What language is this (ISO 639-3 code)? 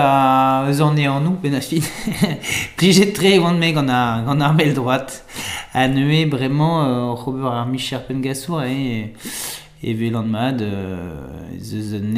bre